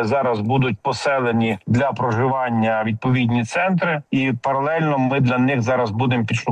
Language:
Ukrainian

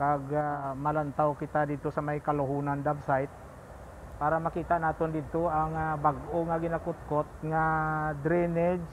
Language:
Hiligaynon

